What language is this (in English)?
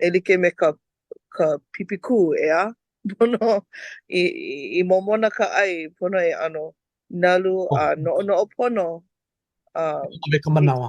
Hawaiian